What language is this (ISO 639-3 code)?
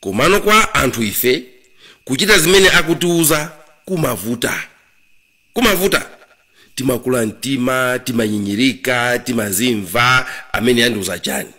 nya